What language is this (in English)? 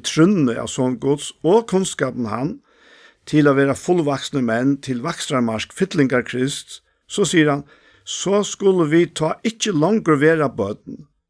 Faroese